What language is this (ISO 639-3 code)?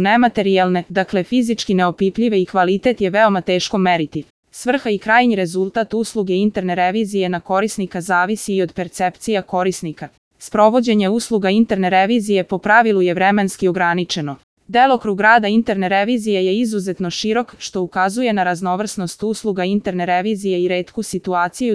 srp